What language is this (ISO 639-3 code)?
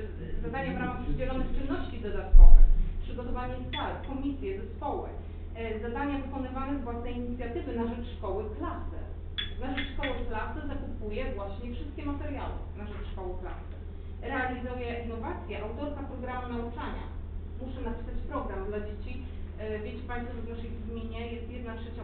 pol